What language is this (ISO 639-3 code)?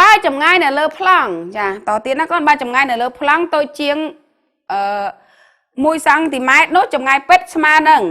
khm